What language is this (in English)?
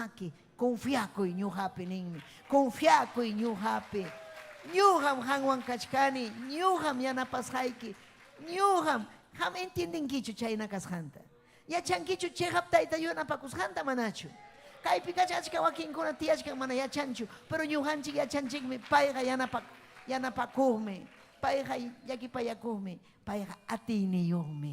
Ayacucho Quechua